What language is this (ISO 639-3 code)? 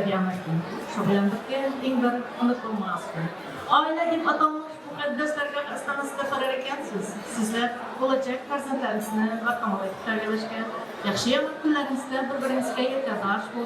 kaa